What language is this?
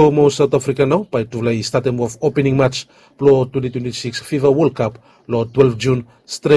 Bislama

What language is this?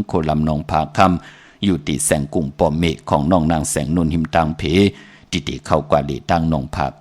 Shan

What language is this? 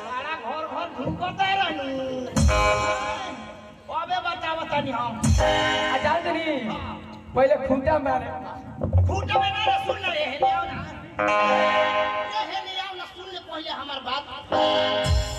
Bhojpuri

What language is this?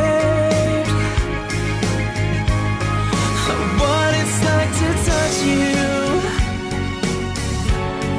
English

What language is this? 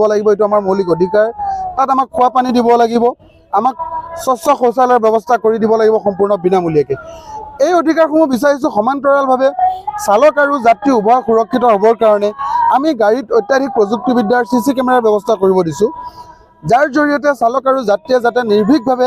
Assamese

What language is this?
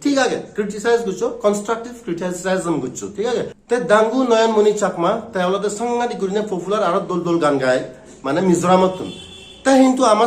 Chakma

